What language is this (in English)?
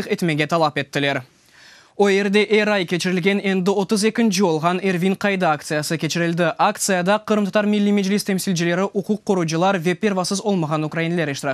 Crimean Tatar